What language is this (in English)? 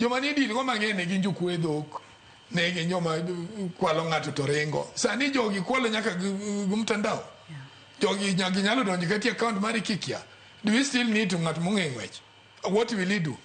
Luo (Kenya and Tanzania)